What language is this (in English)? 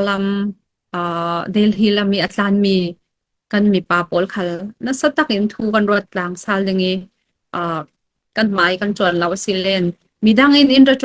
Falam Chin